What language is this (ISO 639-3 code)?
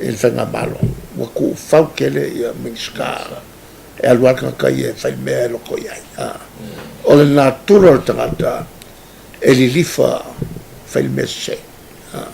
smo